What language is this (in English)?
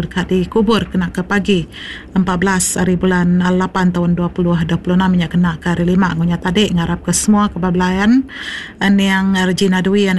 Iban